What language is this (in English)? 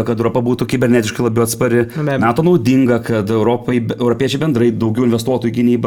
Lithuanian